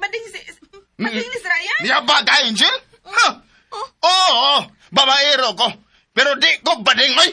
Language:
Cebuano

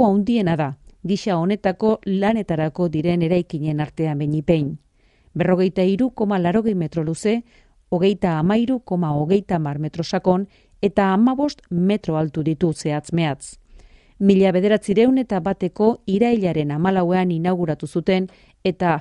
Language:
Basque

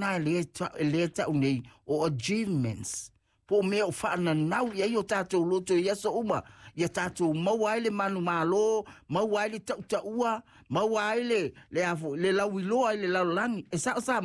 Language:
Samoan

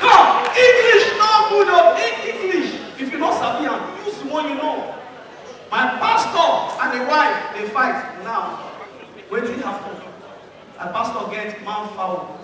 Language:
Nigerian Pidgin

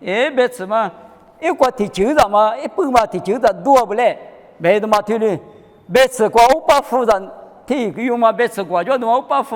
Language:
Lisu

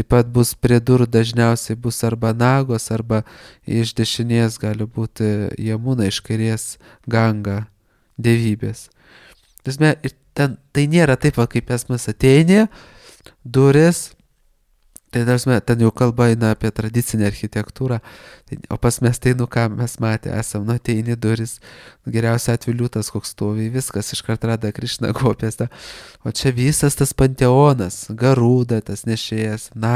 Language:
Lithuanian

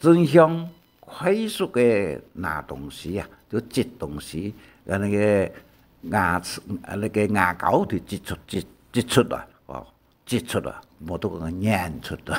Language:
Hakka Chinese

